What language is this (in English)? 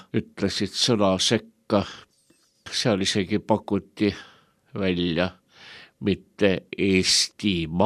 Estonian